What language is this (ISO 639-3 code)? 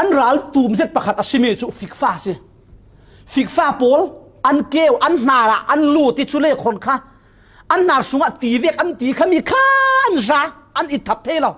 cfm